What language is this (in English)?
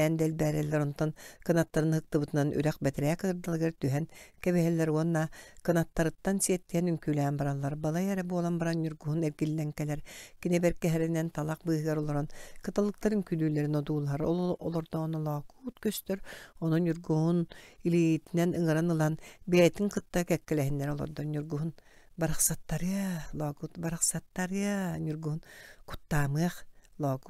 Yakut